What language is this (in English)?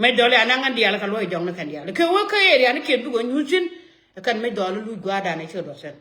Nuer